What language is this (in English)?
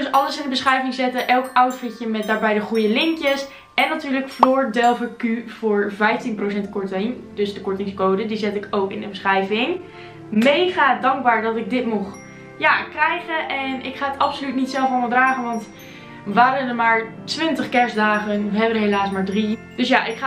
Dutch